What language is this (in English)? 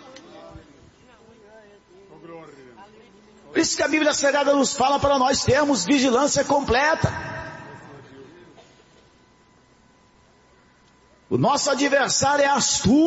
Portuguese